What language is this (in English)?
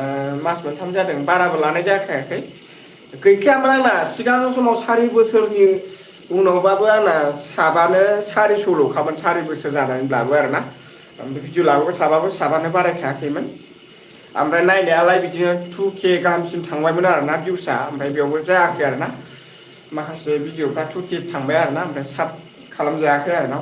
Bodo